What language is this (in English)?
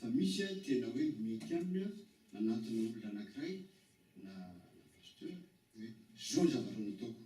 Malagasy